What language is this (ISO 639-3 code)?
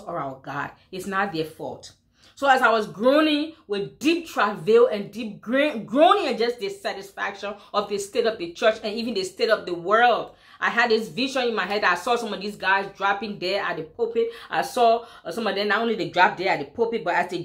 eng